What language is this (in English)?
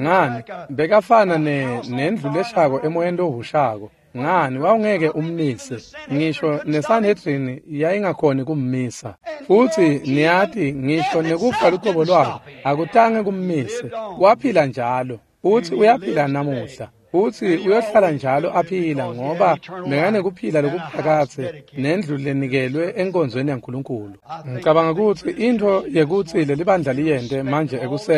Swati